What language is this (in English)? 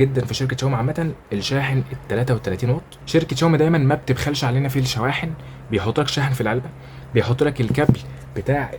Egyptian Arabic